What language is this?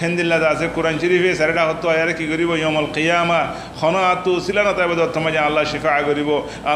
Rohingya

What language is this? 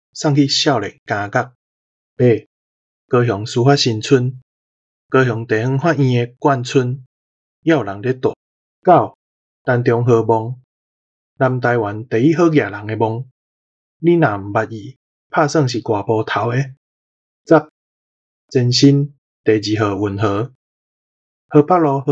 Min Nan Chinese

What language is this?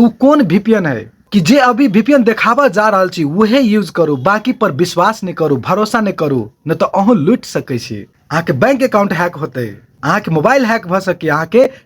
Maithili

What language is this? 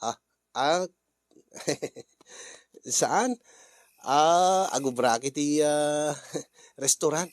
Iloko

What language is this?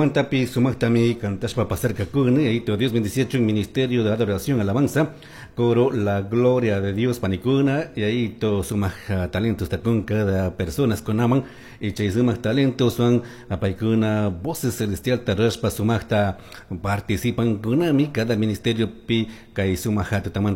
Chimborazo Highland Quichua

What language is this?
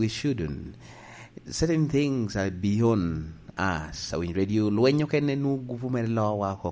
Lango (Uganda)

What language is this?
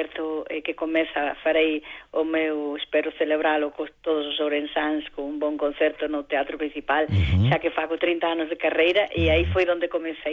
Galician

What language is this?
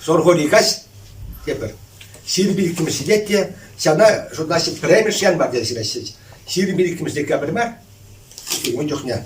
Chuvash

